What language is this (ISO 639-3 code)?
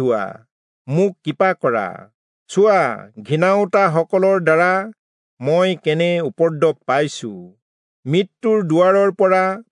asm